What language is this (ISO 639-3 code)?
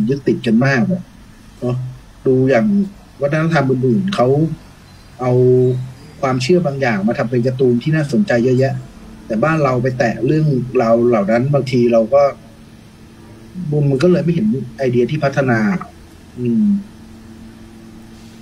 tha